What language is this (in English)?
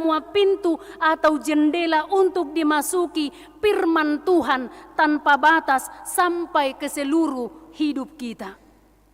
Batak Toba